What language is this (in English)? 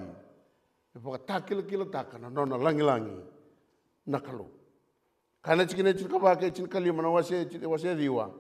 Fijian